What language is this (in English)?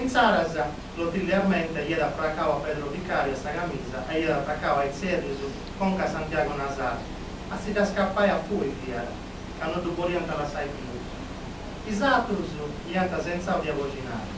Sardinian